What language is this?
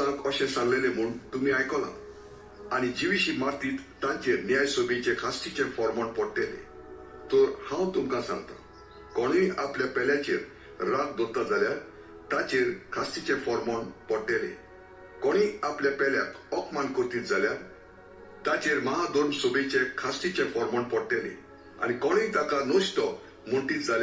Konkani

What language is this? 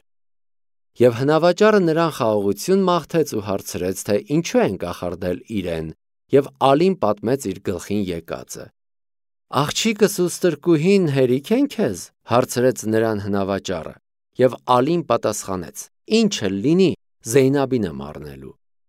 Armenian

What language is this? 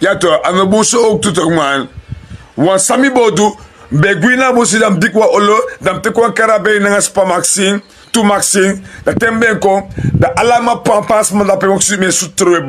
Sranan Tongo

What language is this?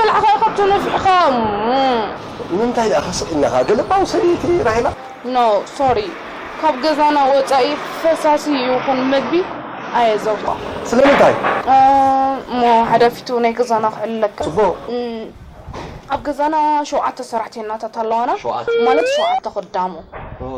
Tigrinya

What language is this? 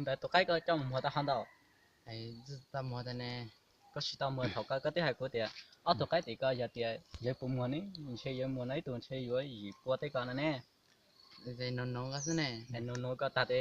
Hmong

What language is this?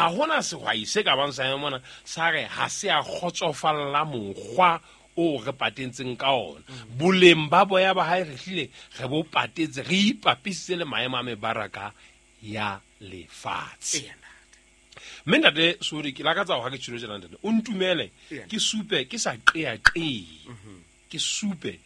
Southern Sotho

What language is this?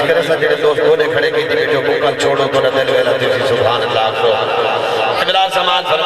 Saraiki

